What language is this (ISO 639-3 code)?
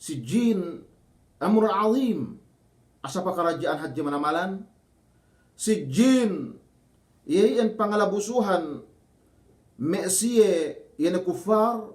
yka